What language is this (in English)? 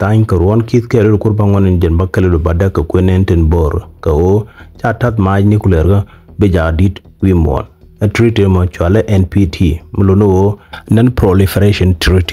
Nuer